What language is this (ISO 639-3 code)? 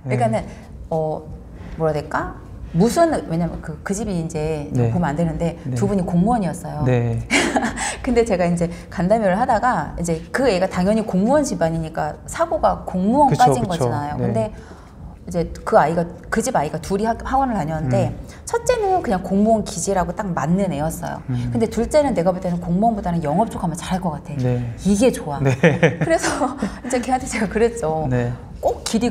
kor